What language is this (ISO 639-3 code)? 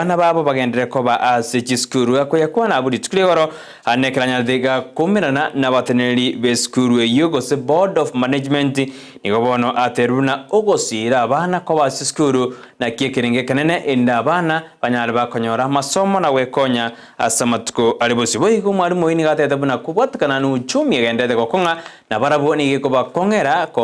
guz